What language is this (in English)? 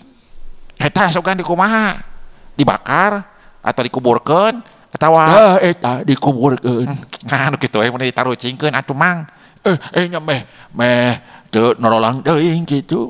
Sundanese